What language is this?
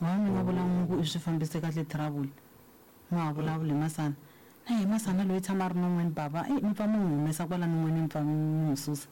Tsonga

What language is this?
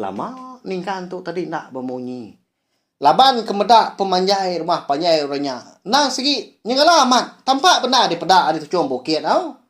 Iban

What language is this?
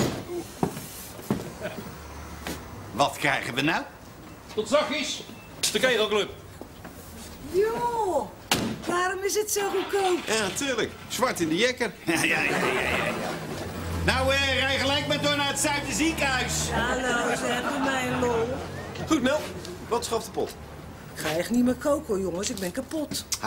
Dutch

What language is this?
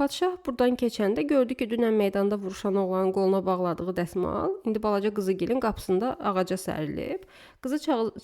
Azerbaijani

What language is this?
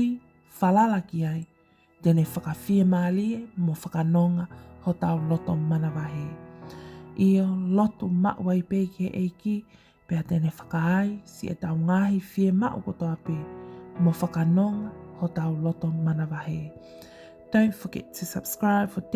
Tongan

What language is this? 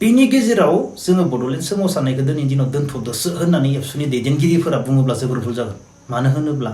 Bodo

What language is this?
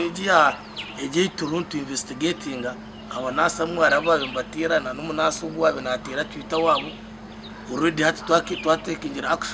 Nyankole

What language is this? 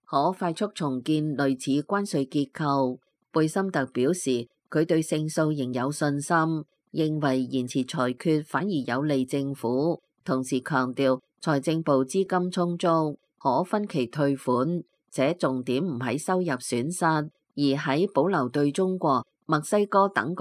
Cantonese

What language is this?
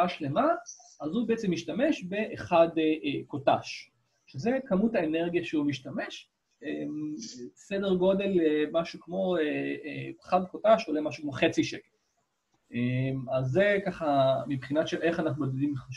Hebrew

